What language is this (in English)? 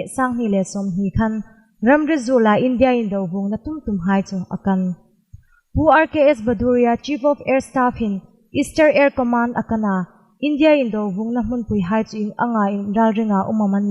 Hmar